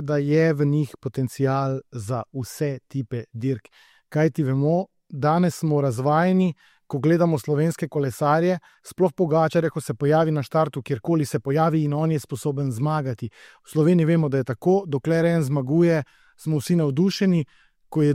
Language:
Slovenian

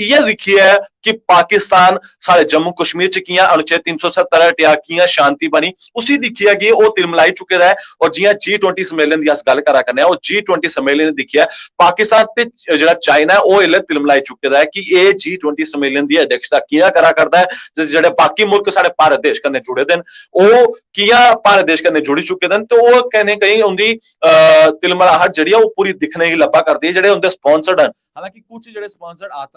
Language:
Dogri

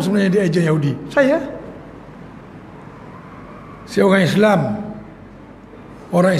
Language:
Malay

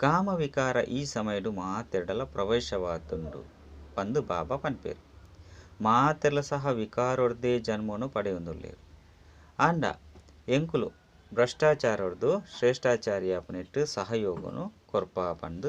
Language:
Tulu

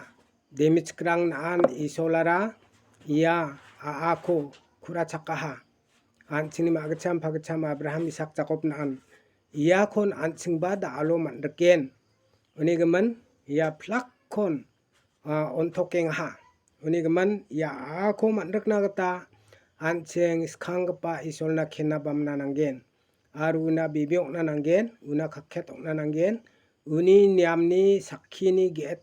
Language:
Garo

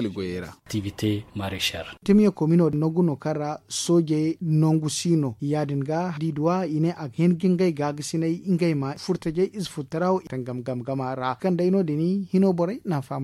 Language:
Zarma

